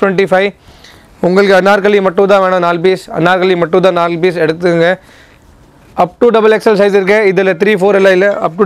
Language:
Tamil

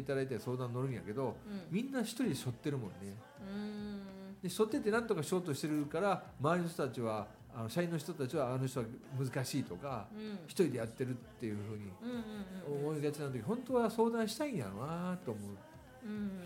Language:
Japanese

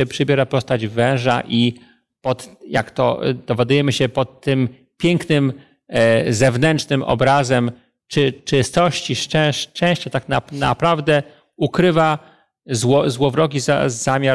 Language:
Polish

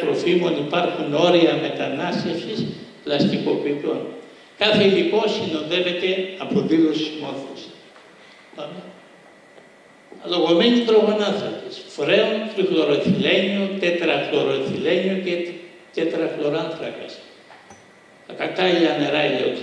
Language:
Greek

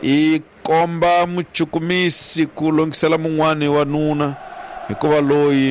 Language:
Tsonga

